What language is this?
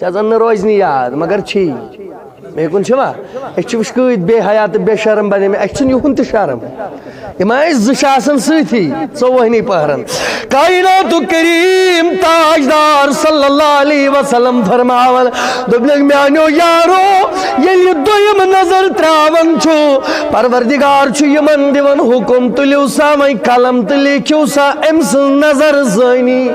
Kashmiri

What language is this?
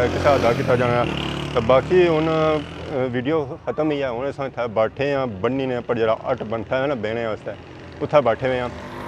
Pahari-Potwari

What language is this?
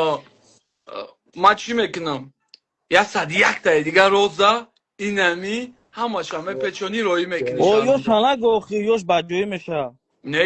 Tajik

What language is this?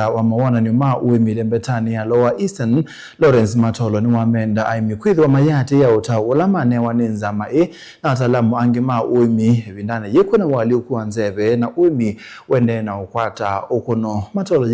Kamba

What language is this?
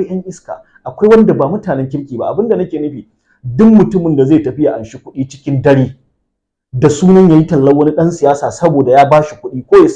Hausa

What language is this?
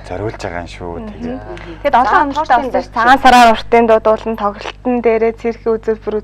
Mongolian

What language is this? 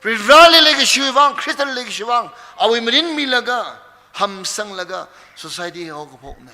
Tangkhul Naga (India)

